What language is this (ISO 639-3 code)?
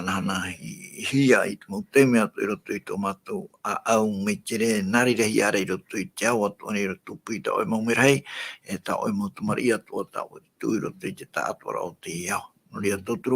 tah